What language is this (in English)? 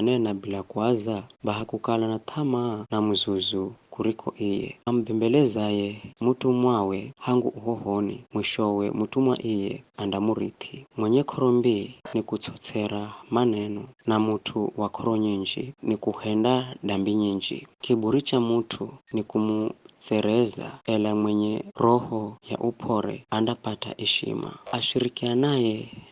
Giryama